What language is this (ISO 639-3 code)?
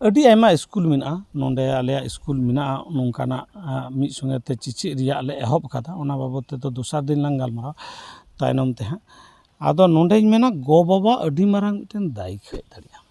sat